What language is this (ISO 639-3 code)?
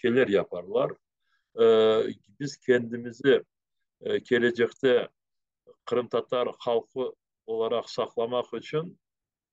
crh